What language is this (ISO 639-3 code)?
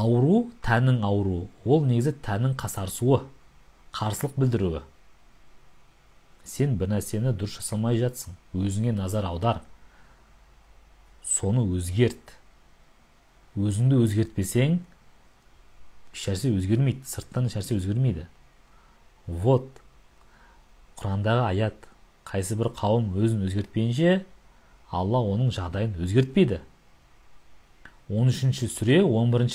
kaz